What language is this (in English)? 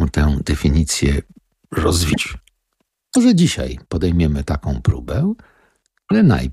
Polish